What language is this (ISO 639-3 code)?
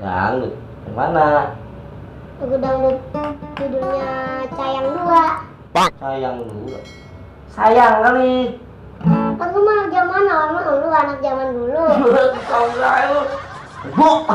bew